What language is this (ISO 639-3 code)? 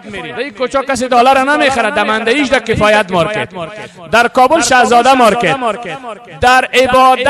fas